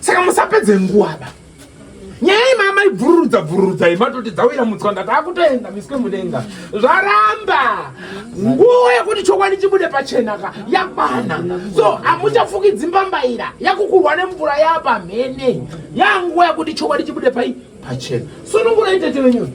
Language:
Shona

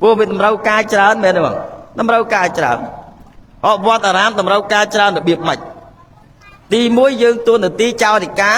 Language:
Khmer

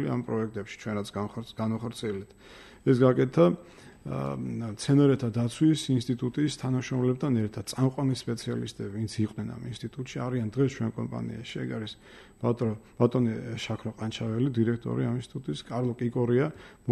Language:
Georgian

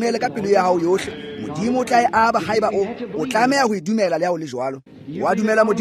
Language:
Tswana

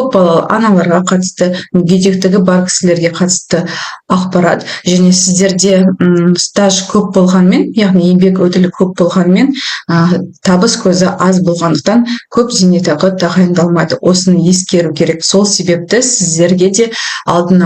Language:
Kazakh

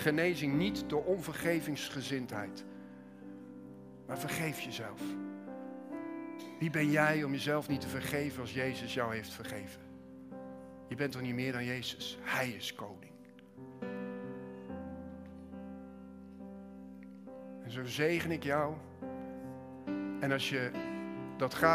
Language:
Dutch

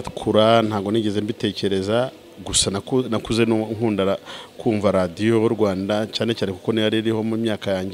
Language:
Kinyarwanda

